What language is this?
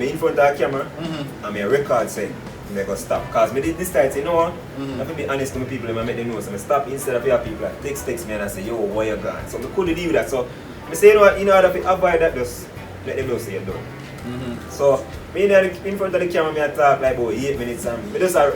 Jamaican Creole English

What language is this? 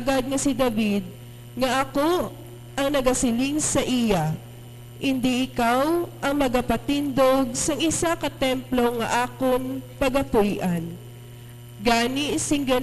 Hiligaynon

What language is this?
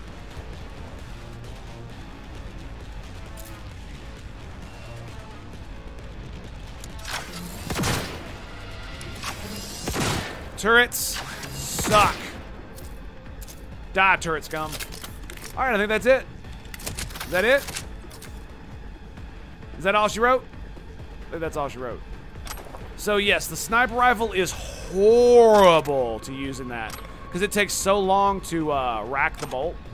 English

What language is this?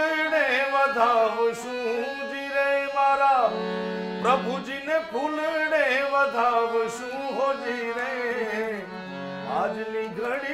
Gujarati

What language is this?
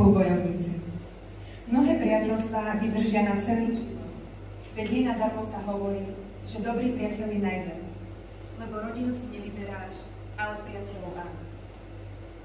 Slovak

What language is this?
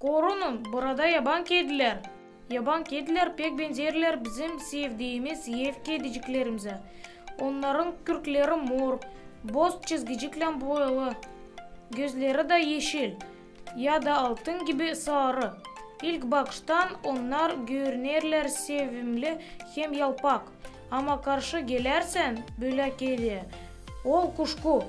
Gagauz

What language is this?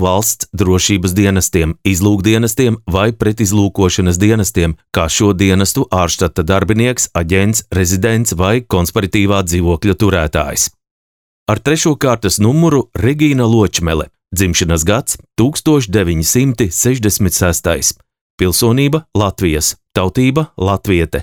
Latvian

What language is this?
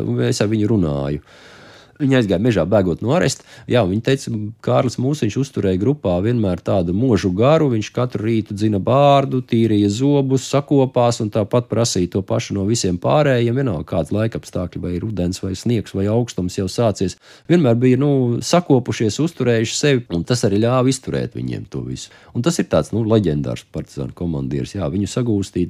Latvian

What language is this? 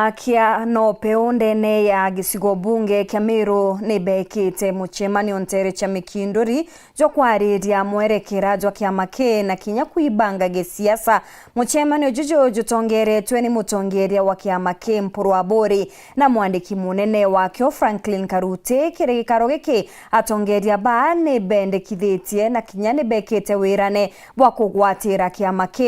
Meru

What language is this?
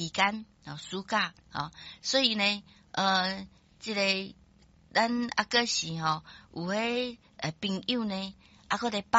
Min Nan Chinese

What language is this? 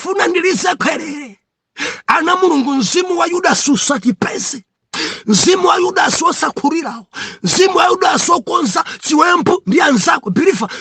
Nyanja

